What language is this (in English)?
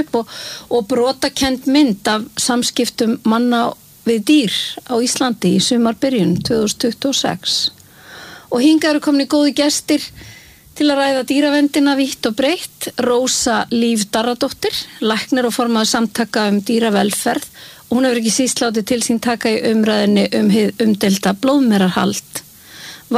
Icelandic